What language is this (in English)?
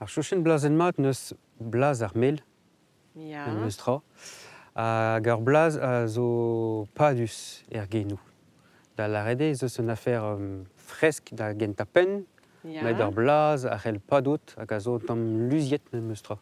Breton